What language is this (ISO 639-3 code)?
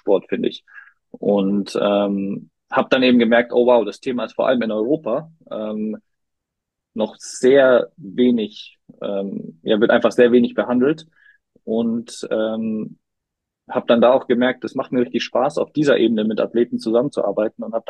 deu